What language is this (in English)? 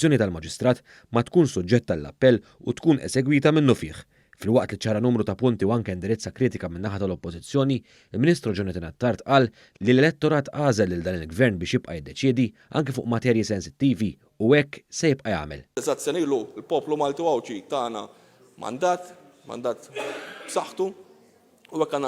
Maltese